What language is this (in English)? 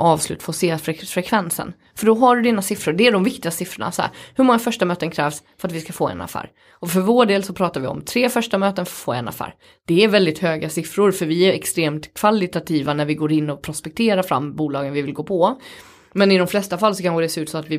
Swedish